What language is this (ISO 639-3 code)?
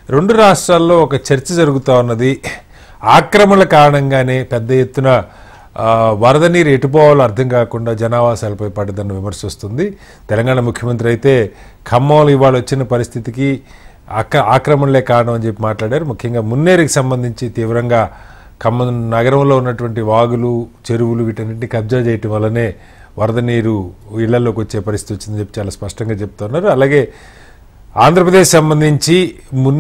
tel